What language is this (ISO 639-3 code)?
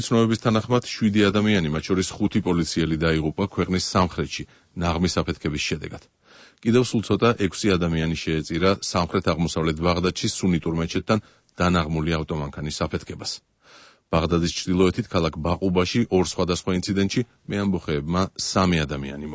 kat